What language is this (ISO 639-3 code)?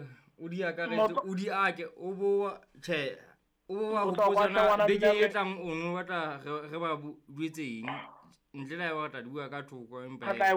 sot